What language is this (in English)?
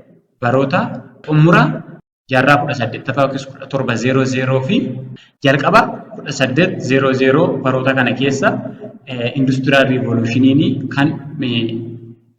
Oromo